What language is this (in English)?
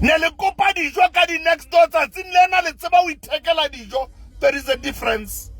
Southern Sotho